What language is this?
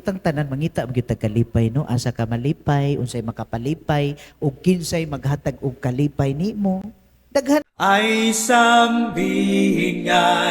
Cebuano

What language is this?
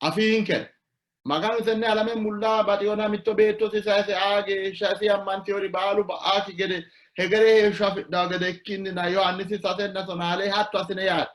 Sidamo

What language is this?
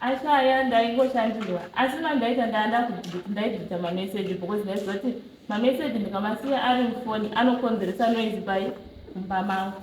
Shona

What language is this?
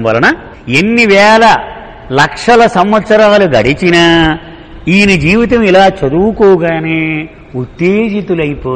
Telugu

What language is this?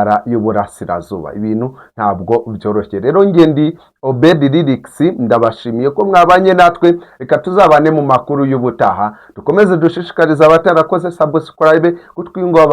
Kinyarwanda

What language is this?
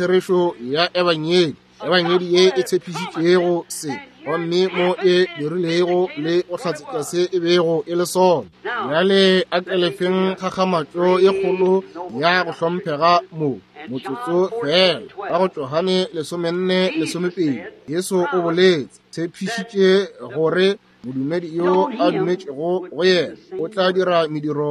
Northern Sotho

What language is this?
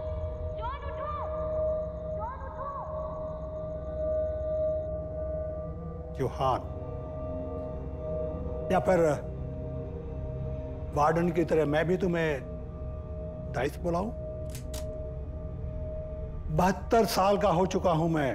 Hindi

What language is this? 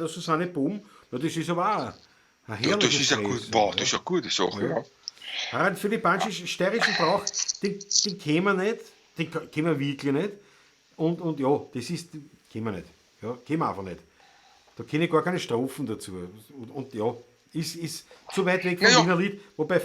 Bavarian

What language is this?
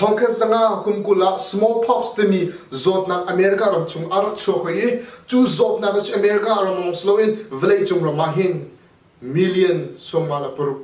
Hakha Chin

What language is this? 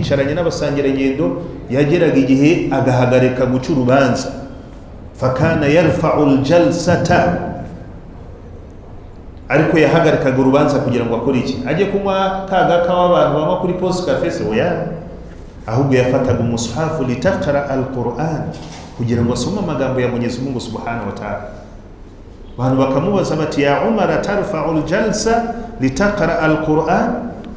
Kinyarwanda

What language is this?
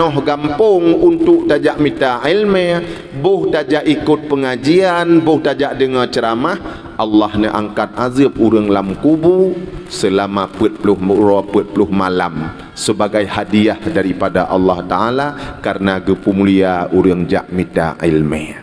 Achinese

